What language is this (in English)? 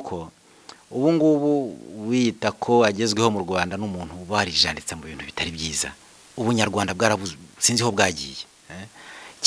Kinyarwanda